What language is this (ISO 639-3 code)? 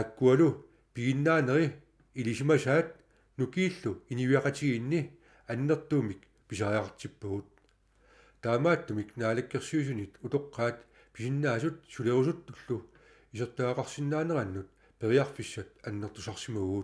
kal